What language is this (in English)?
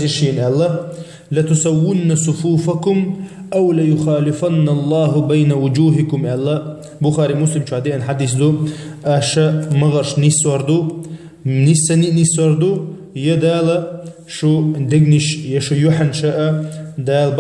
Chechen